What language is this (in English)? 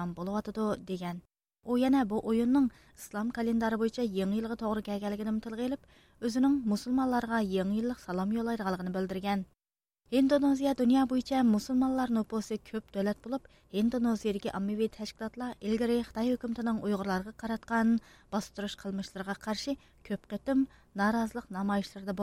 Uyghur